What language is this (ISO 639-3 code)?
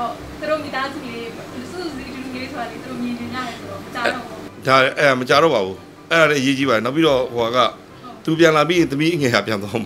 mya